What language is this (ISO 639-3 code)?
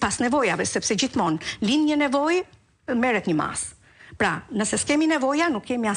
sqi